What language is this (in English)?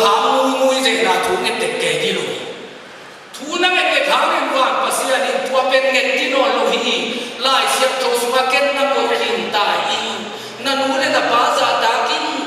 Tedim Chin